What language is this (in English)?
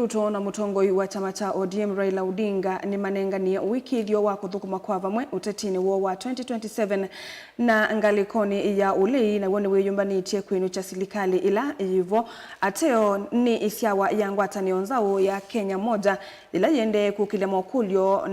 Kamba